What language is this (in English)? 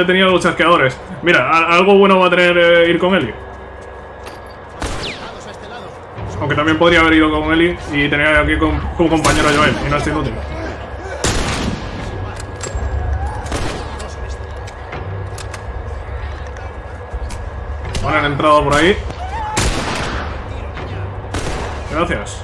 Spanish